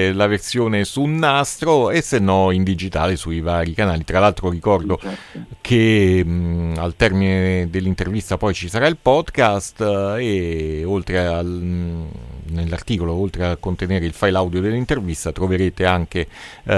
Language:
Italian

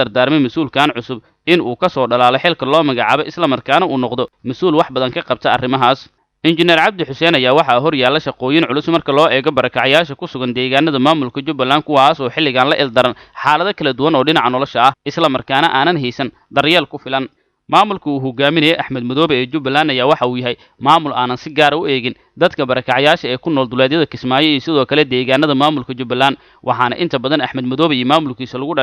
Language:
Somali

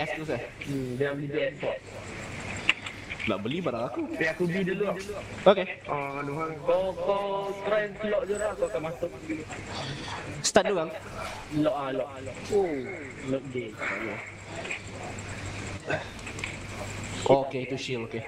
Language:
Malay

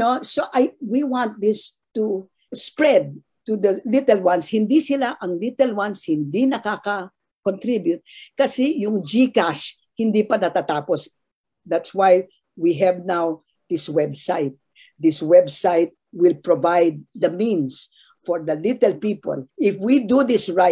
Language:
Filipino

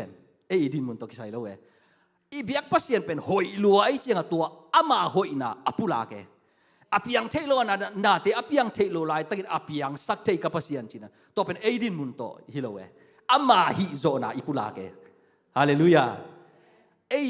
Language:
Tedim Chin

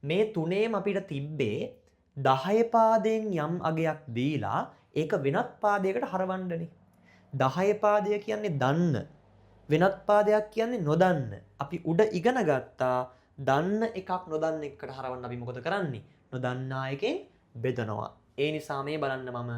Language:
Sinhala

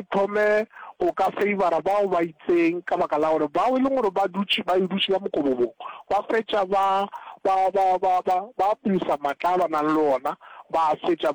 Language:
Northern Sotho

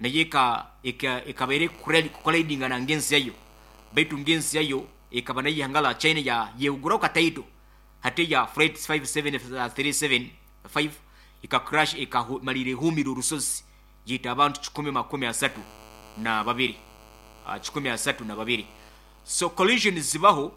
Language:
Nyoro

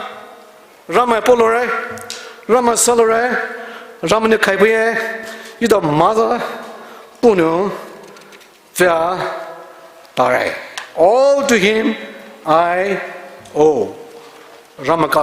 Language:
Poumei Naga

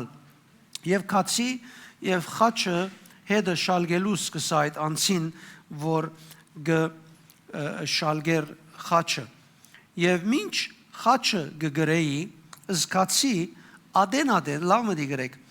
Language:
Western Armenian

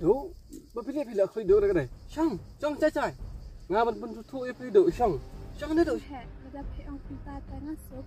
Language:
Khasi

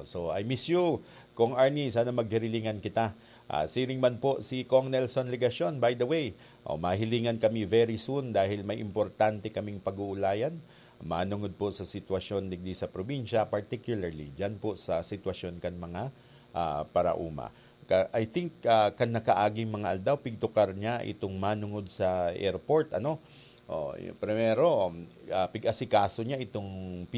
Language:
Bikol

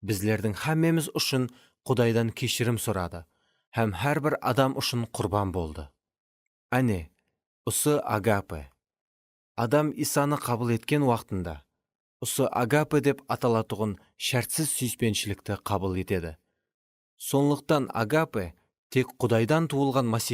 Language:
Kara-Kalpak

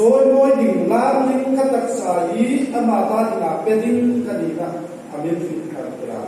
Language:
Hmar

